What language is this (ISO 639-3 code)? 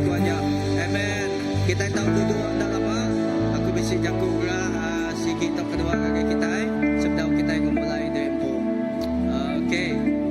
iba